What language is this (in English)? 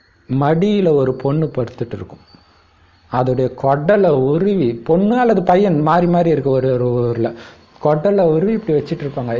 Tamil